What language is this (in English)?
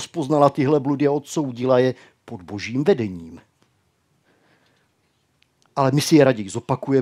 Czech